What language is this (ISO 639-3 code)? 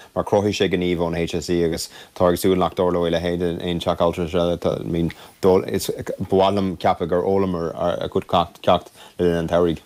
gle